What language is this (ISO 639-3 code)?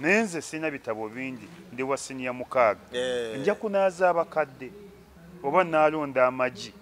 lug